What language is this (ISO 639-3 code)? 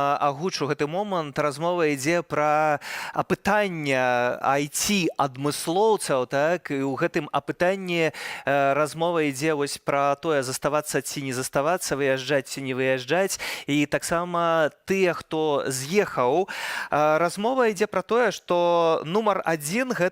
bel